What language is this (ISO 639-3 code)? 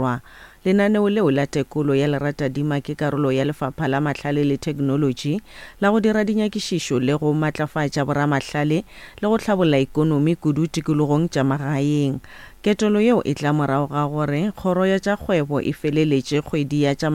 nso